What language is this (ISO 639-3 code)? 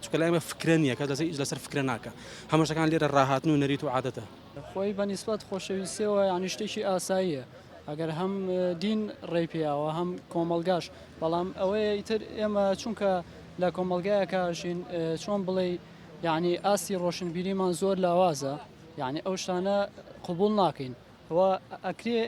ckb